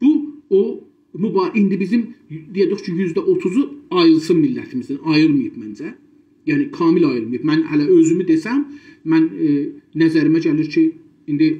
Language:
South Azerbaijani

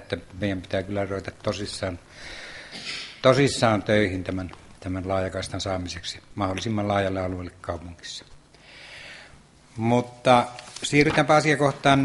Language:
Finnish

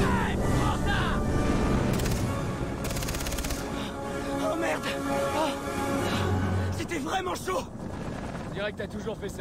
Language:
French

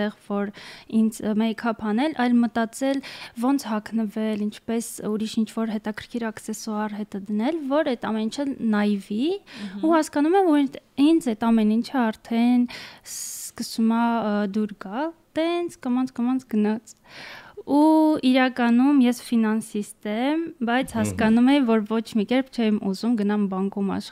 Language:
Armenian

